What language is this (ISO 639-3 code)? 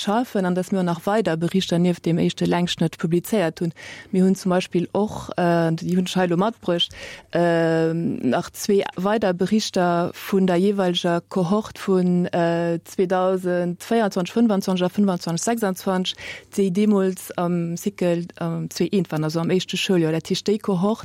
ltz